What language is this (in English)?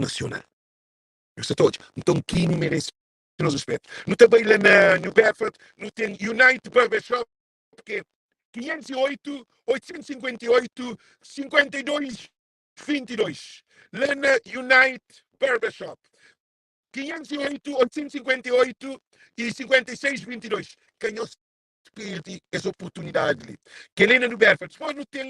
Kabuverdianu